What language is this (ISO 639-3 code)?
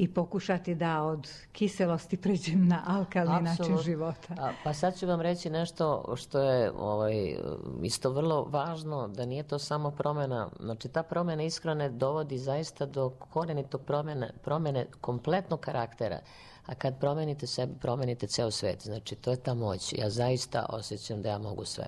srp